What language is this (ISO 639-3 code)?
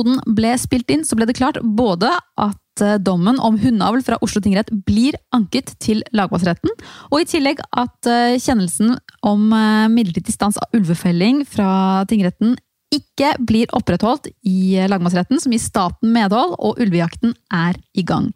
nor